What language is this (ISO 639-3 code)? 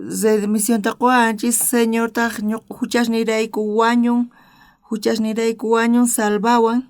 quh